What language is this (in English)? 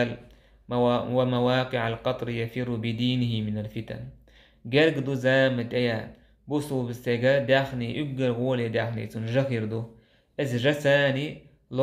Chechen